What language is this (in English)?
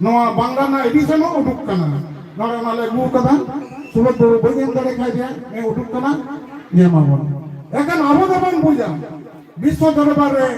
Santali